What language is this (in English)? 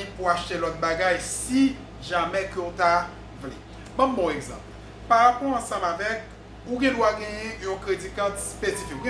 Haitian Creole